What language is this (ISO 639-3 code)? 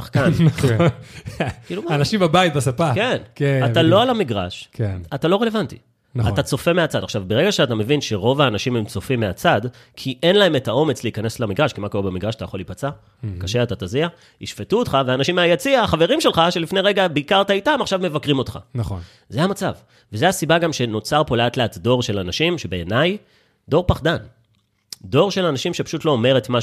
heb